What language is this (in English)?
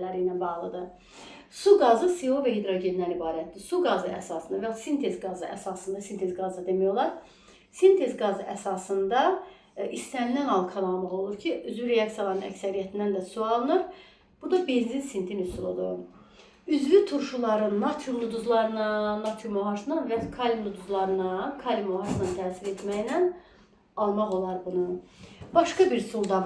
Azerbaijani